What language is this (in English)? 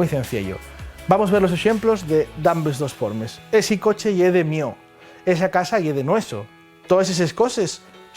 Asturian